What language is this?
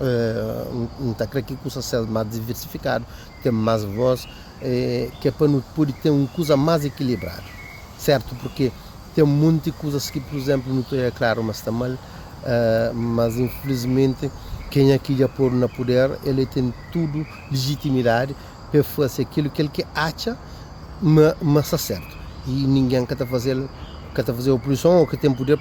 Kabuverdianu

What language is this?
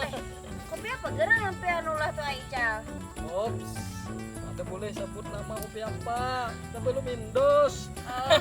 Banjar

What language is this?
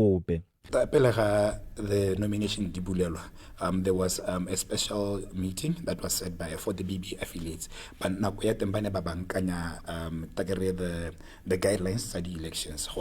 Tswana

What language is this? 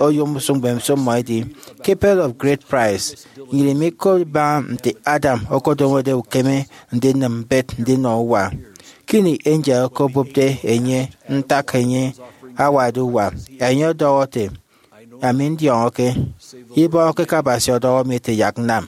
Efik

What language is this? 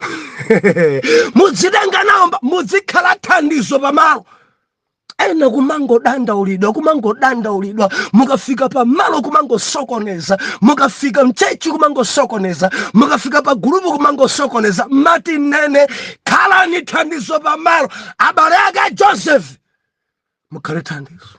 Nyanja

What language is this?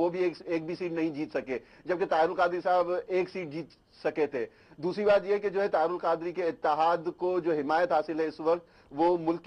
Urdu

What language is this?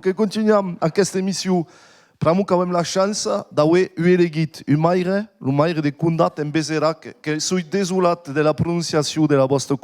Occitan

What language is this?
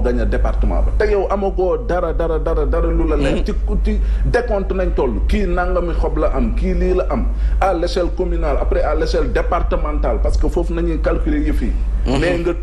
Wolof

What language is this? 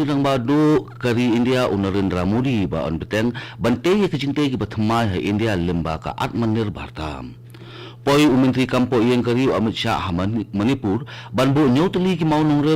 Khasi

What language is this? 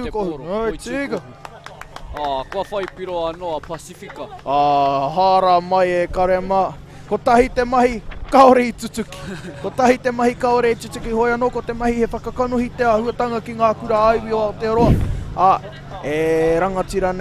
Māori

